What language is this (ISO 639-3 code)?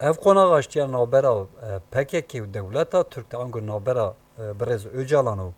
kur